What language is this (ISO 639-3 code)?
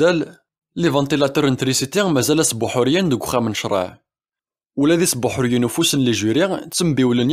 kab